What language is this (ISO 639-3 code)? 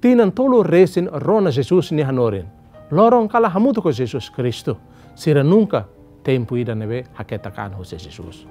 tet